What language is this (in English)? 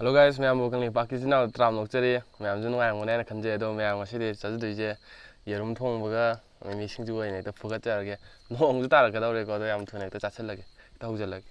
Manipuri